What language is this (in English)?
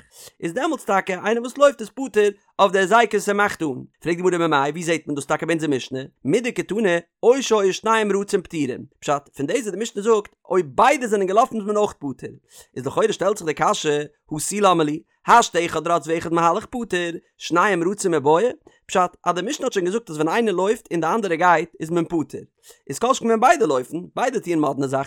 Yiddish